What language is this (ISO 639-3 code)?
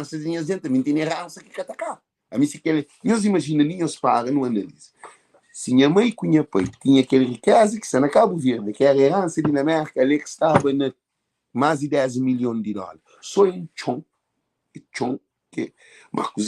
kea